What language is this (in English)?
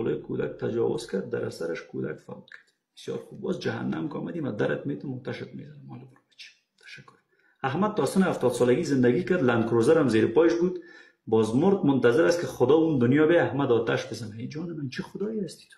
Persian